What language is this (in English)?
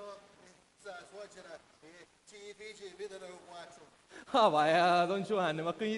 Sicilian